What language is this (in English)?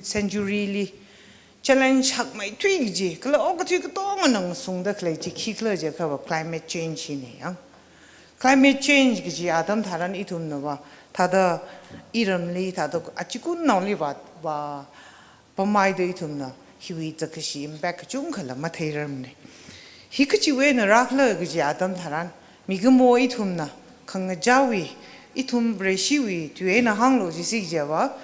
Tangkhul Naga (India)